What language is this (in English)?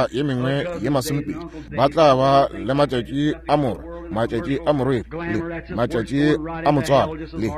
Northern Sotho